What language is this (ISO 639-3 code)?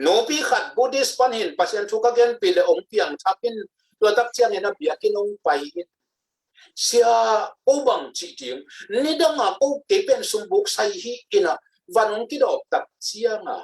ctd